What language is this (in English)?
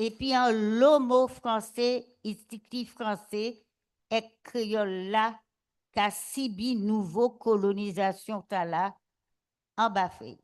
Guadeloupean Creole French